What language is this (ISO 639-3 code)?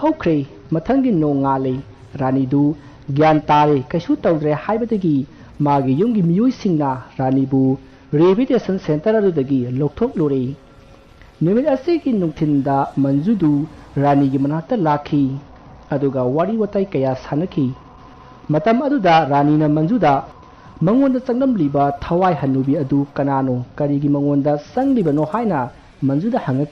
mni